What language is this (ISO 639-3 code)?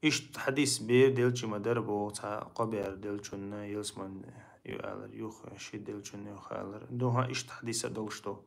che